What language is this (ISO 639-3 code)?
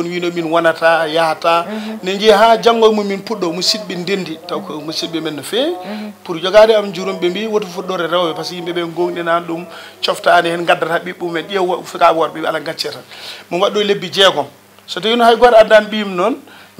ful